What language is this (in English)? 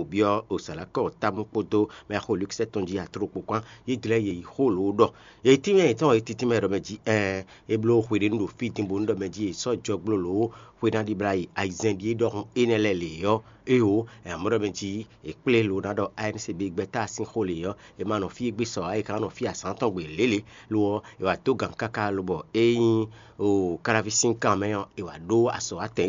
Fon